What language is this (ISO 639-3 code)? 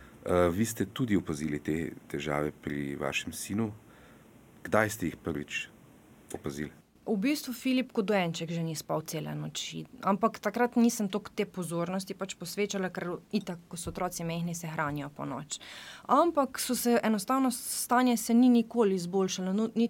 slv